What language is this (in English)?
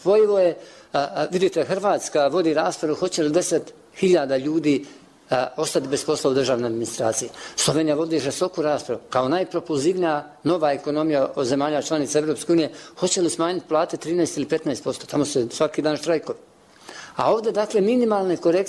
Bosnian